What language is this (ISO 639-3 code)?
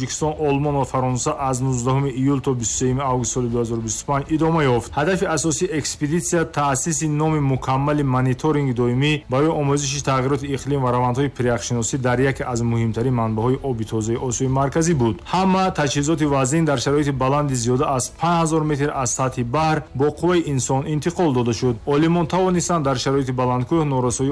tgk